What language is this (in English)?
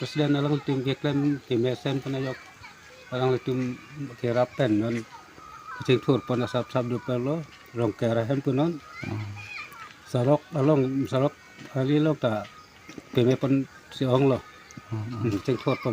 Karbi